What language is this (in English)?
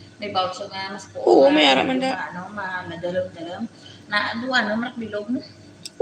Hiligaynon